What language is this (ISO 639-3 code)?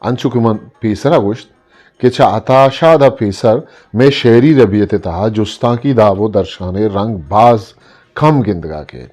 bgp